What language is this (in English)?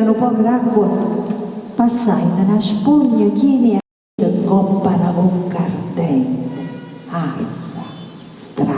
Neapolitan